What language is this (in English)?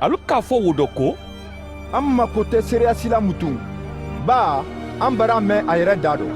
Mandingo